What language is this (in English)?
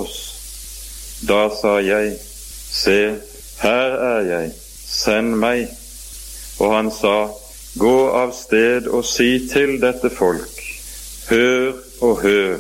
Norwegian